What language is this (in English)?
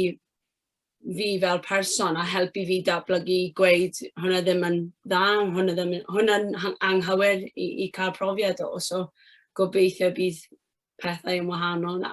Welsh